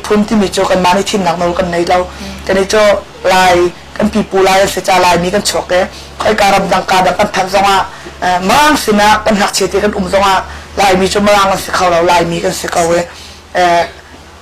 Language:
Hakha Chin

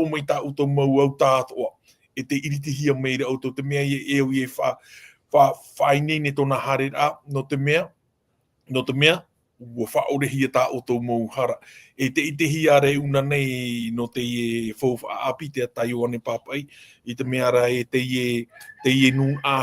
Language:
Tahitian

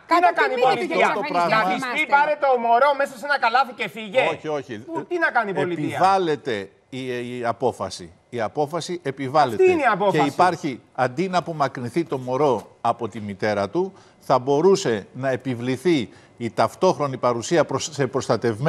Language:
Greek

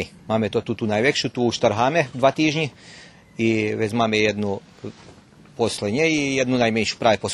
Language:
Rusyn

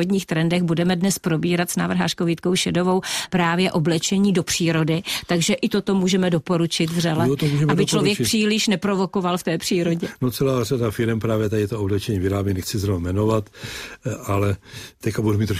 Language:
Czech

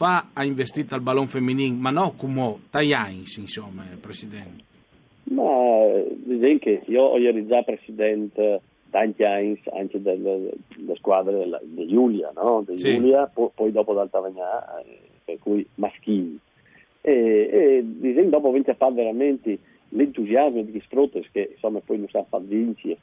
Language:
Friulian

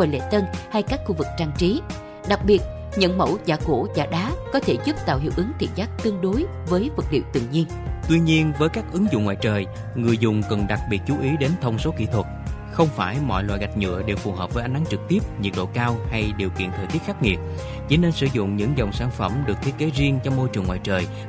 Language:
Vietnamese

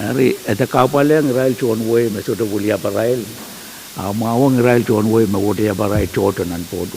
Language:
Pohnpeian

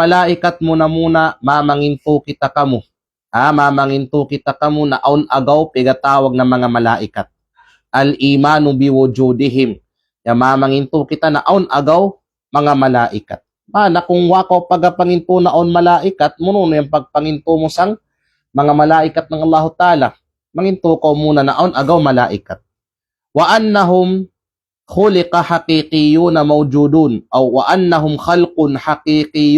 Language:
Kalagan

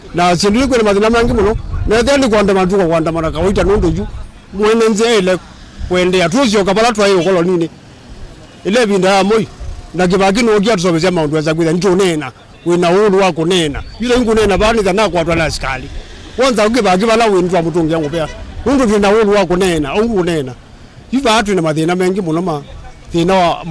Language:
Kamba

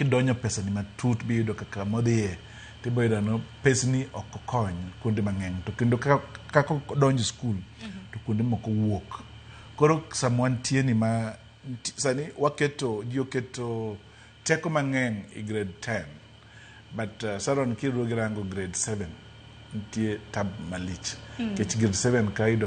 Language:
Luo (Kenya and Tanzania)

